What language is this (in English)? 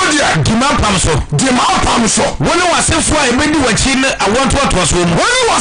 Akan